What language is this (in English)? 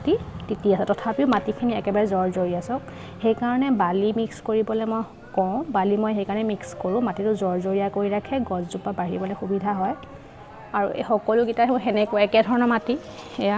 Assamese